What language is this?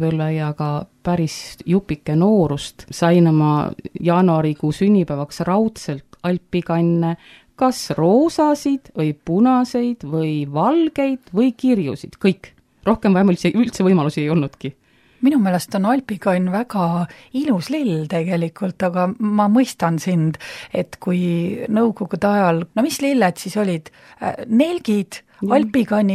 Estonian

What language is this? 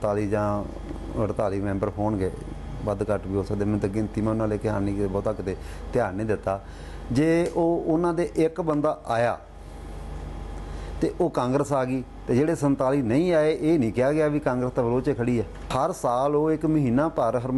Punjabi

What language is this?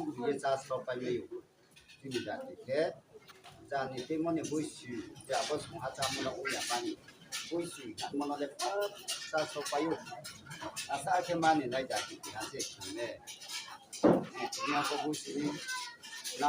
Riang (India)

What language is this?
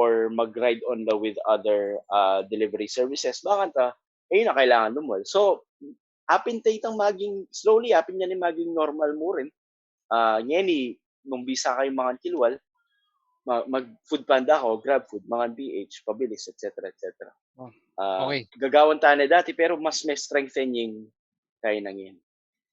Pampanga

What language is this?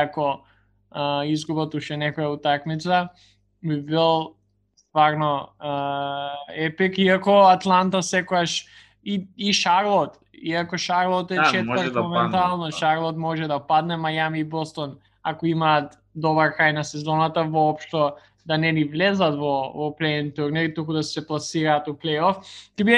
Macedonian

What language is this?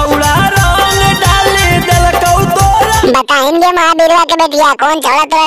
Magahi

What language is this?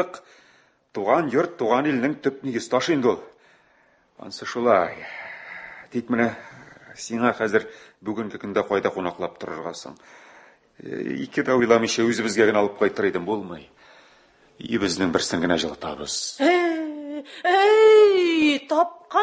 Tatar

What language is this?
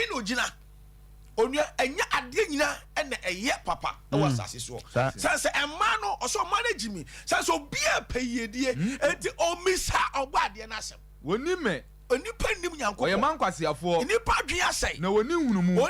Akan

